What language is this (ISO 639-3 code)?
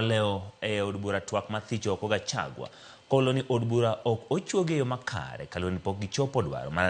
luo